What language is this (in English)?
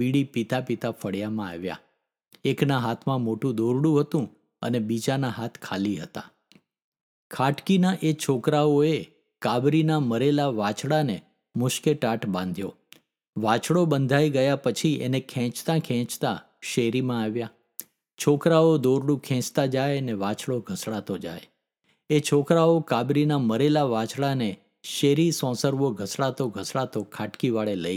Gujarati